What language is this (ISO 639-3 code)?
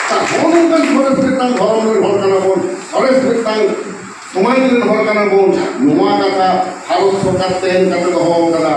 sat